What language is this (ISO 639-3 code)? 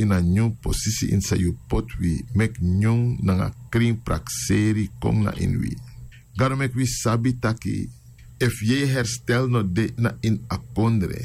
srn